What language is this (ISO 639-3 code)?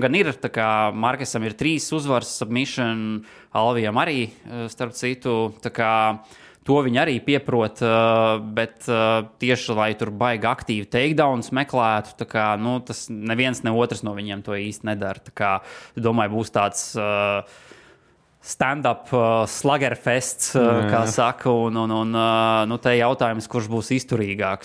lav